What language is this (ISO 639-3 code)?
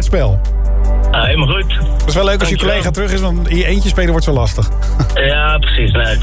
nld